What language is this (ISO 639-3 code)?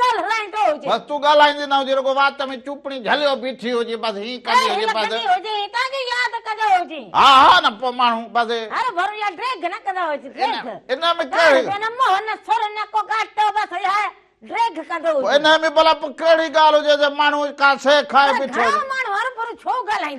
snd